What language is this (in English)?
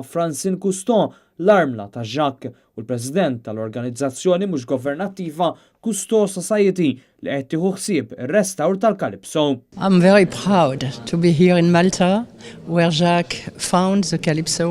Maltese